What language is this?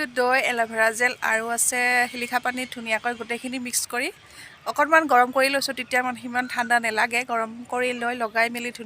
Assamese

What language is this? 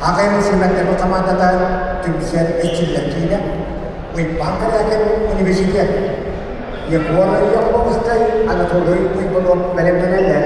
Yakut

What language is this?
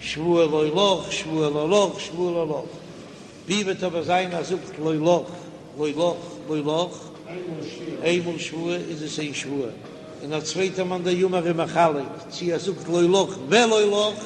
Yiddish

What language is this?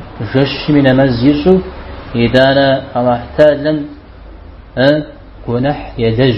Kabardian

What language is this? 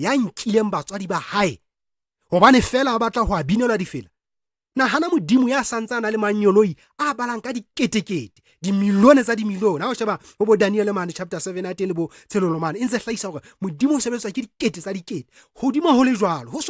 Southern Sotho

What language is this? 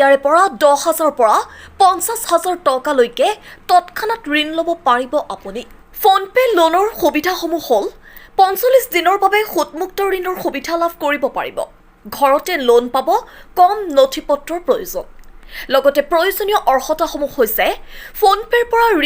Assamese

